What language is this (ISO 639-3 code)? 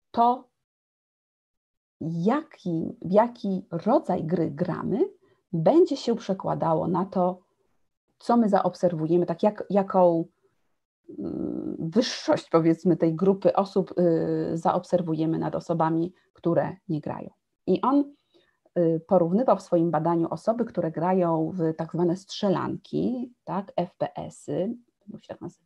pol